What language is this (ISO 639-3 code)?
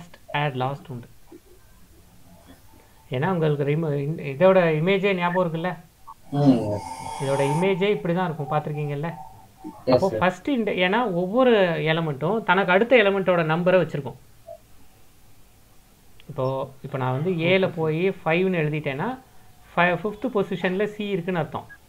tam